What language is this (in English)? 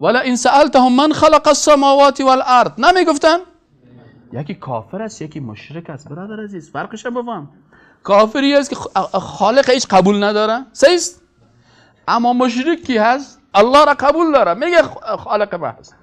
Persian